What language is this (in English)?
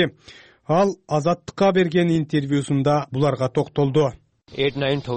Kyrgyz